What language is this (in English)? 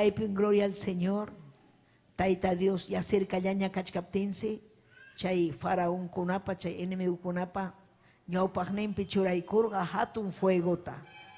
Ayacucho Quechua